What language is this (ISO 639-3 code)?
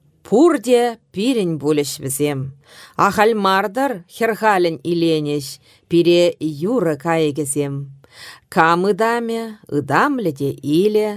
chv